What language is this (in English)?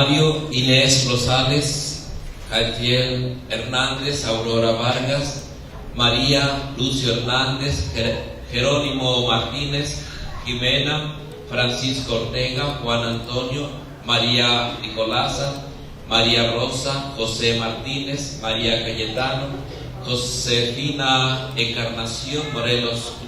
Nahuatl languages